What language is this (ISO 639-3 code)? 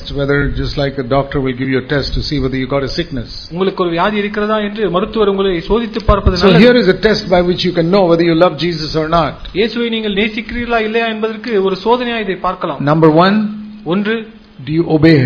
tam